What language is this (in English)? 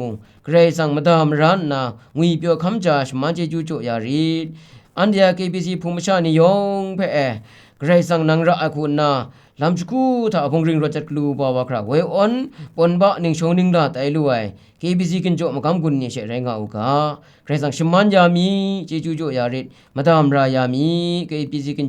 Kachin